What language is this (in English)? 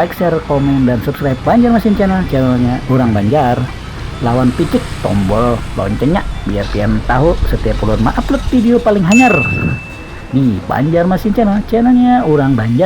Banjar